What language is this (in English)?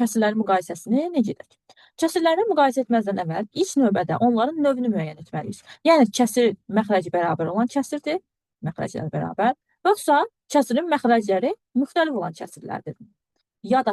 Azerbaijani